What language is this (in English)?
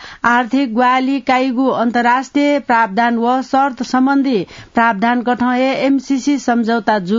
Newari